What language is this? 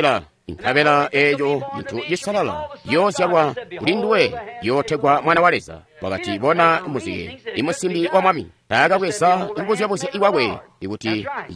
Tonga (Zambia)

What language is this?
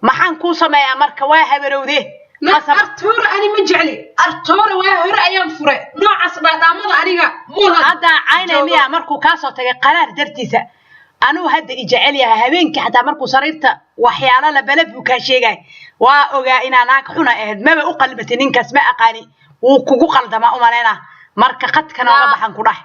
Somali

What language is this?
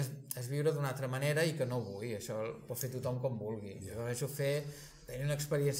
Catalan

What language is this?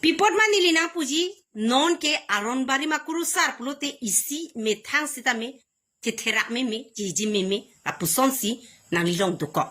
Karbi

